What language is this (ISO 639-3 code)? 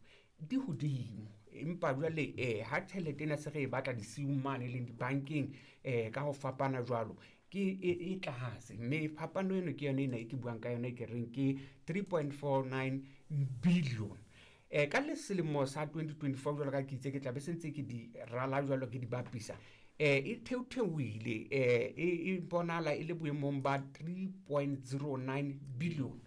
sot